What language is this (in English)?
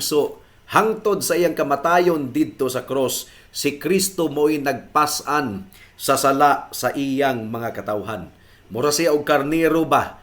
Cebuano